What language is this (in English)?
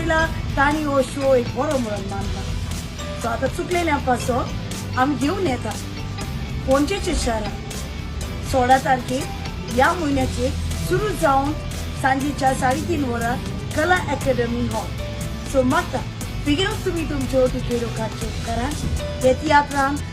Konkani